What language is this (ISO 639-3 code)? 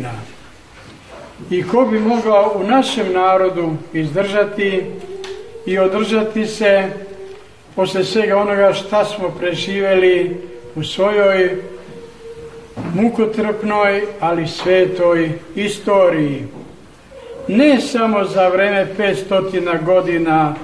srp